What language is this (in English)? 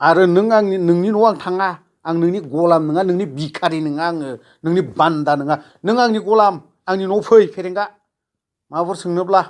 Bodo